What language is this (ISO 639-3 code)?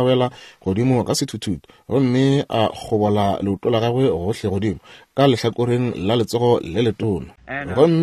nso